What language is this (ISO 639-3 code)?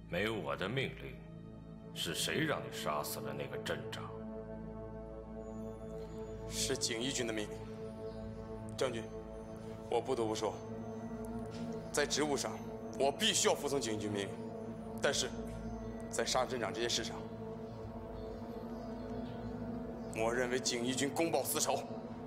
zho